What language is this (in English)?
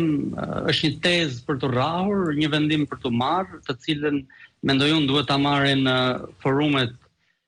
Albanian